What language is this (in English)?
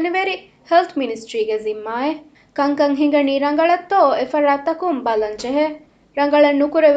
Divehi